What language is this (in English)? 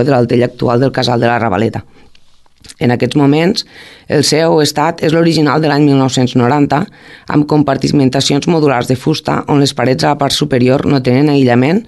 Catalan